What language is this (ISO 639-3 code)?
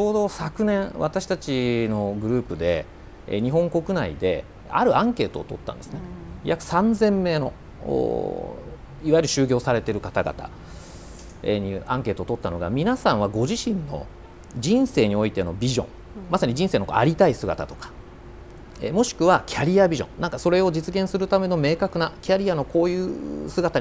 jpn